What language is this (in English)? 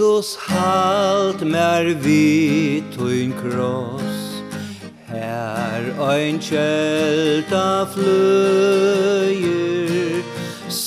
Faroese